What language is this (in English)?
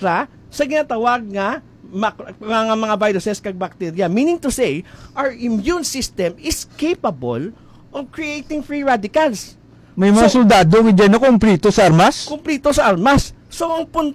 Hiligaynon